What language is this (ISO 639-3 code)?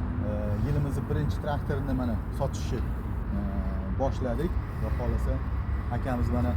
uzb